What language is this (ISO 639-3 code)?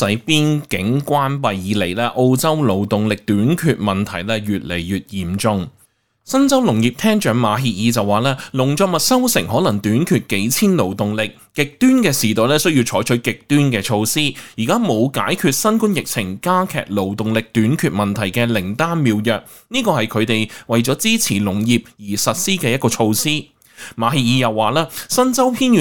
yue